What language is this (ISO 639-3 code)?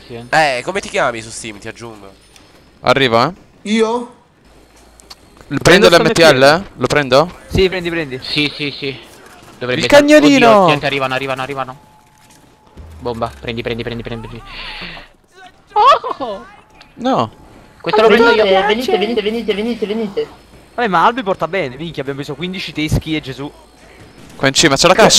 ita